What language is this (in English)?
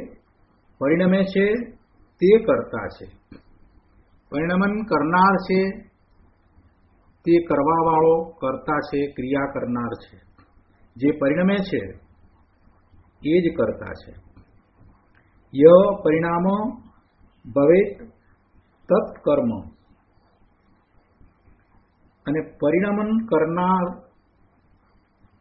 Gujarati